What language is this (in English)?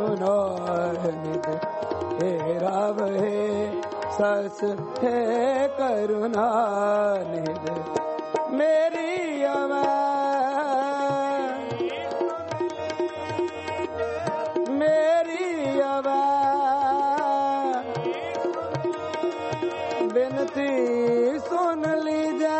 Punjabi